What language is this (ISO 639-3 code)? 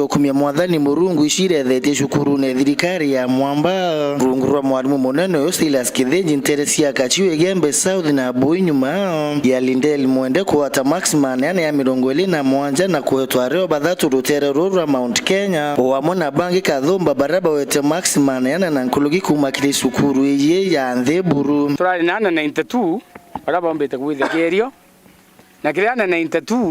mer